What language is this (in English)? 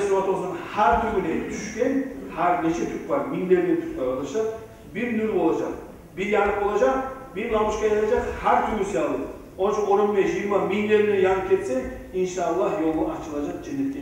Kumyk